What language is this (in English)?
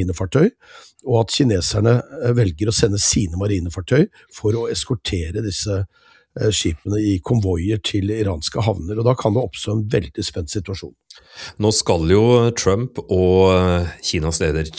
Norwegian